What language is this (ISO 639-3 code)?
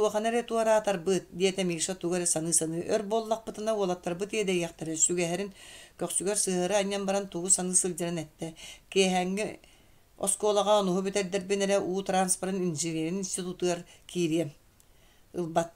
sah